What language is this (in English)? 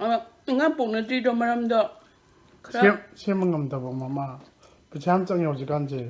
Manipuri